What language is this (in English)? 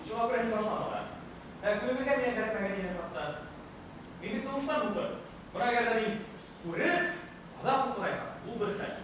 Bashkir